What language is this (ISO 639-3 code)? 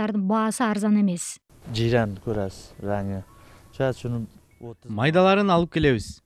kir